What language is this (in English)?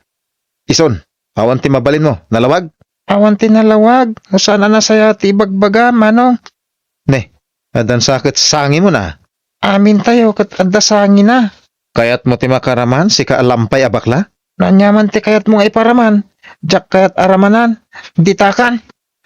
Iloko